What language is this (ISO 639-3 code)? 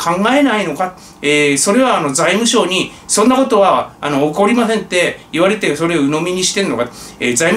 jpn